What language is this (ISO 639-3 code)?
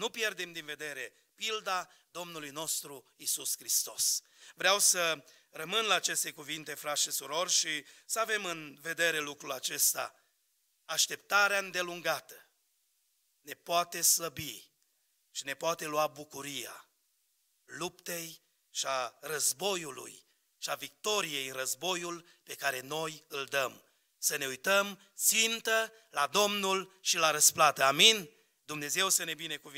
ron